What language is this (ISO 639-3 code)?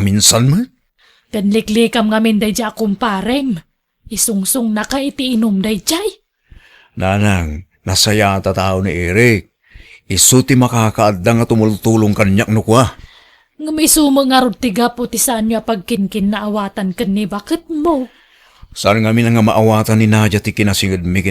ilo